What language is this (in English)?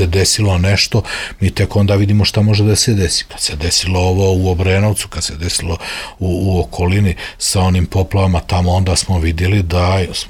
Serbian